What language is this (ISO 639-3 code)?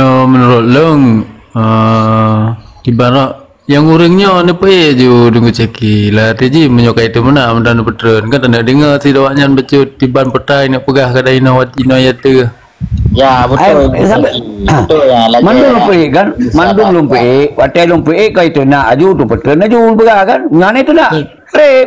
ace